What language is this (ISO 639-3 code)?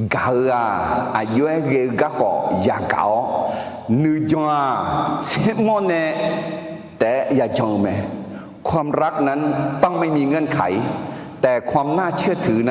ahk